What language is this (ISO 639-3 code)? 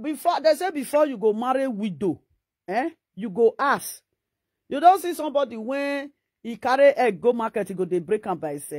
pcm